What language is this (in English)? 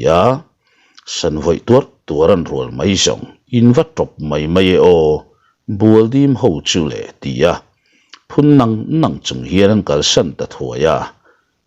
Mizo